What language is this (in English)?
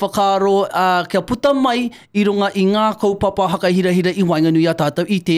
Māori